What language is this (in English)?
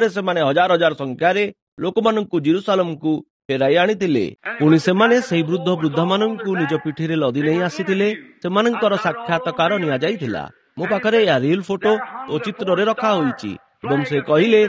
Odia